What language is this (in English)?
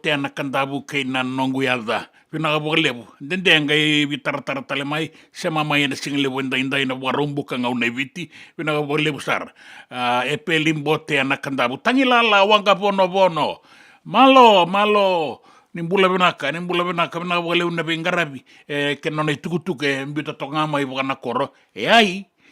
Fijian